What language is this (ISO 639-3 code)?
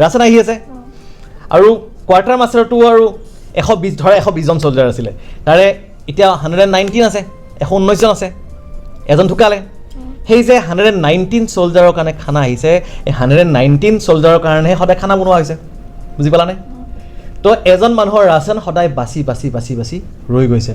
asm